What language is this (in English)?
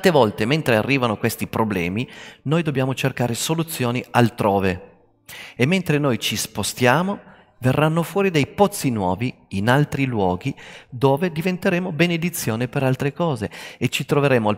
Italian